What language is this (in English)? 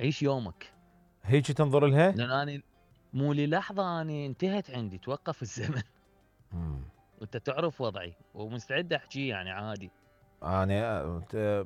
Mesopotamian Arabic